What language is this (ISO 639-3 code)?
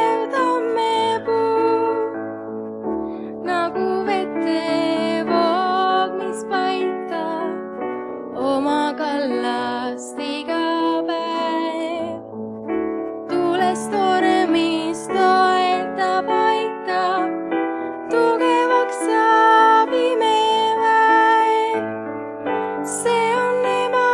est